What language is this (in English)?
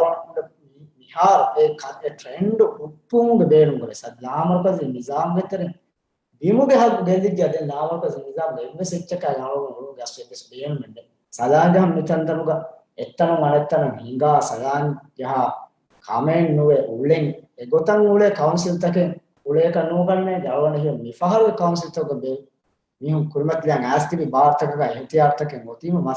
Divehi